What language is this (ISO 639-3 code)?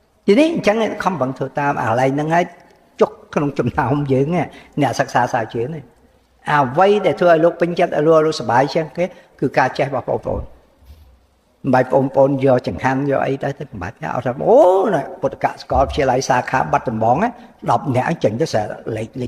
khm